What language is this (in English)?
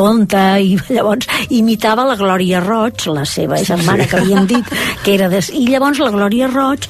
Catalan